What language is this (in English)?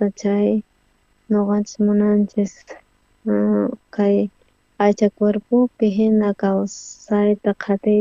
South Bolivian Quechua